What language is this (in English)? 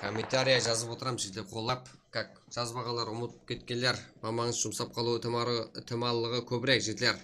Kara-Kalpak